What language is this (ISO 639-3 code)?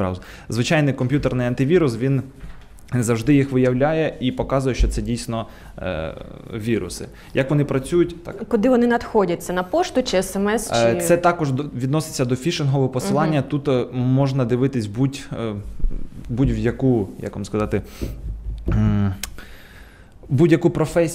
ukr